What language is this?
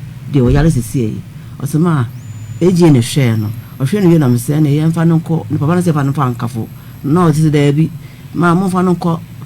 Akan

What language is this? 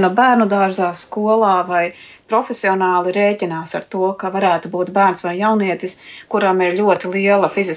Latvian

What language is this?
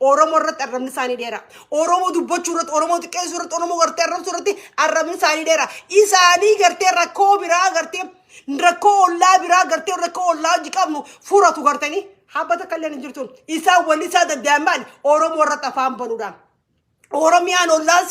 Oromo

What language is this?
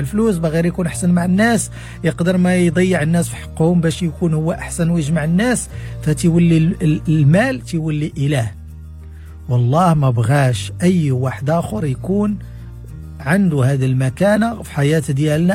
Moroccan Arabic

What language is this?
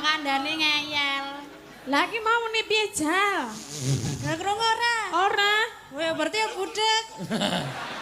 Javanese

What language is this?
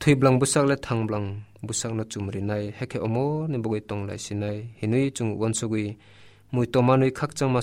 Kok Borok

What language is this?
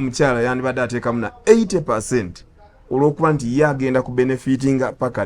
Ganda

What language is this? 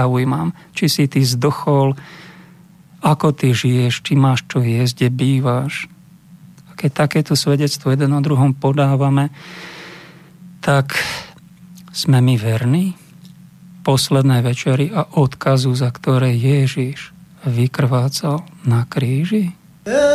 Slovak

